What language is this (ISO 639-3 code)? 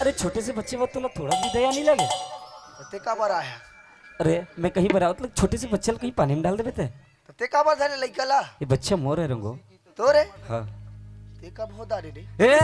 hne